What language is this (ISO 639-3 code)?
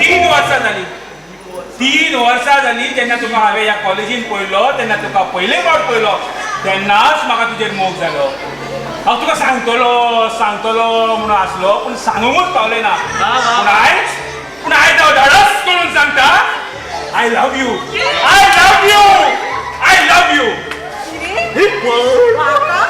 kok